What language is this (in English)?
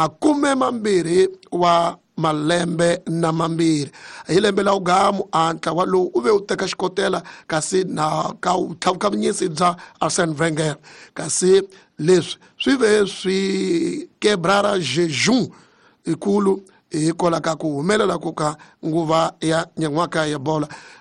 Tsonga